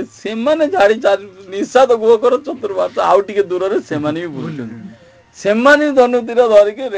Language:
Odia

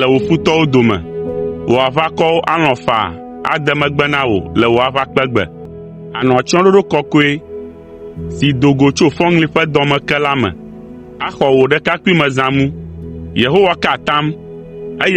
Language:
Ewe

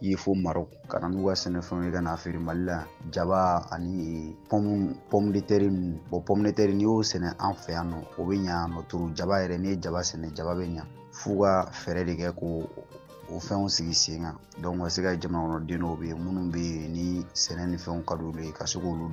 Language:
Bambara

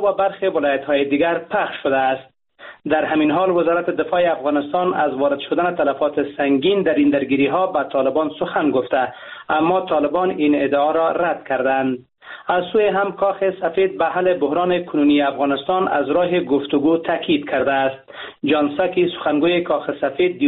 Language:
Persian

